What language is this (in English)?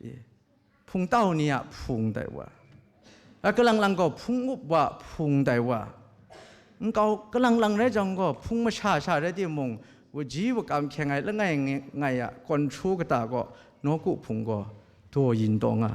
Kachin